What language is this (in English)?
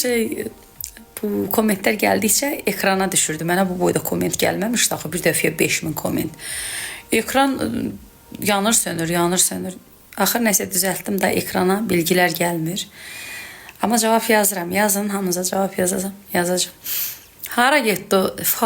Azerbaijani